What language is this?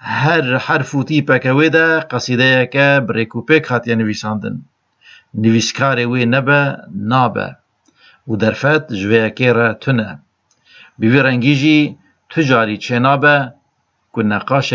Kurdish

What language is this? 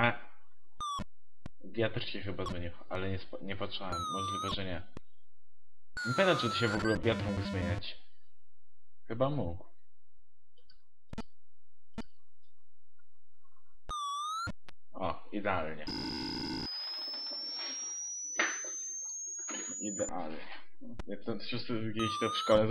Polish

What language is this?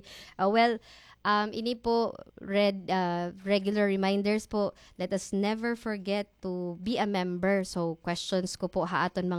Waray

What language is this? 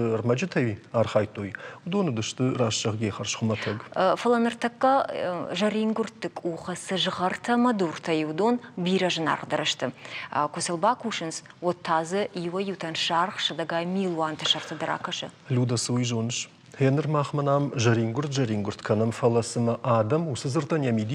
Ossetic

